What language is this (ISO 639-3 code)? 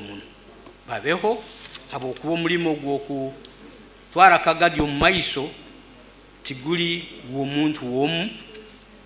nyo